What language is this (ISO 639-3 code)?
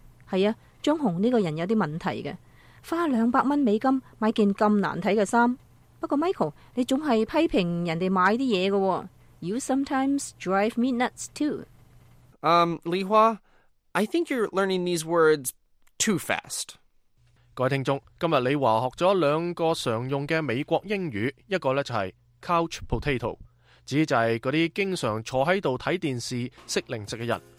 yue